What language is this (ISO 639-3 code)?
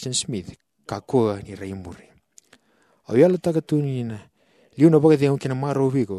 fij